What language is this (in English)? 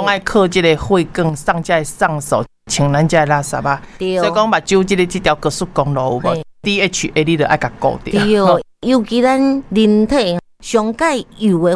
Min Nan Chinese